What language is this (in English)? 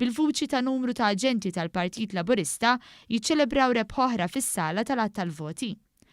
Maltese